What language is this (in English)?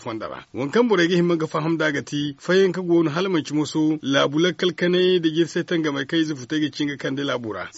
Zarma